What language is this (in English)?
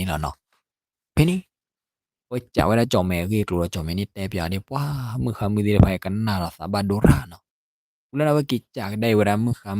S'gaw Karen